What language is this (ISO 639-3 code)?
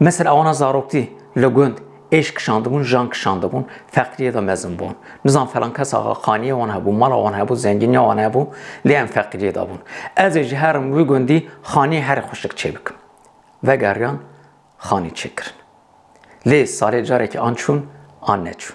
kur